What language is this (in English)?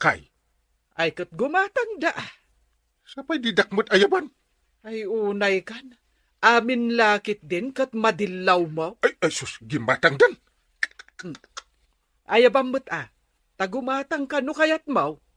Iloko